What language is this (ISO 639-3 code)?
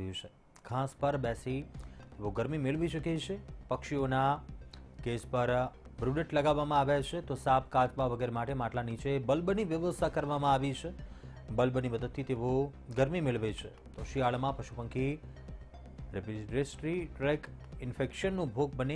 guj